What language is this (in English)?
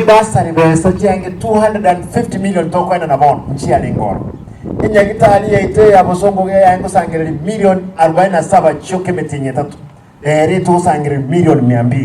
Gusii